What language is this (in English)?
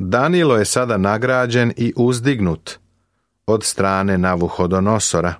Serbian